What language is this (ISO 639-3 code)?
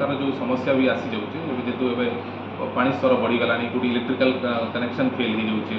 ori